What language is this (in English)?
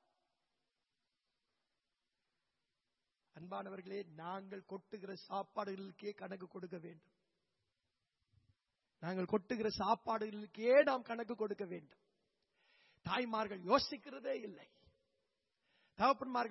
Tamil